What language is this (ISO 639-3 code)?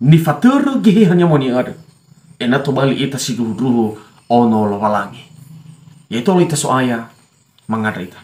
nia